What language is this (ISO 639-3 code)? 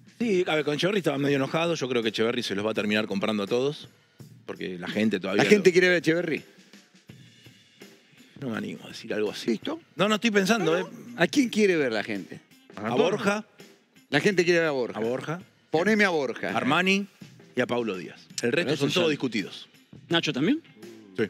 spa